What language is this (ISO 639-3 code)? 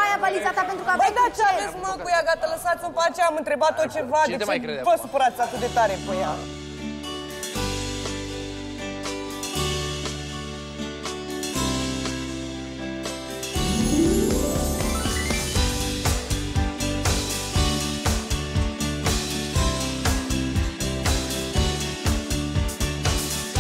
ron